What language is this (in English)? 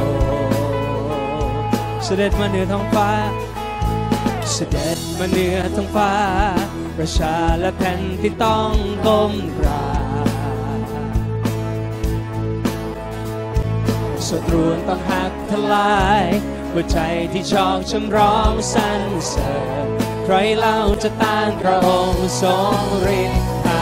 Thai